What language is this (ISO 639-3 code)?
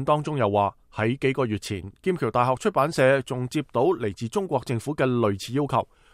yue